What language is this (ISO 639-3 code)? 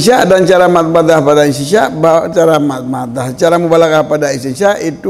ace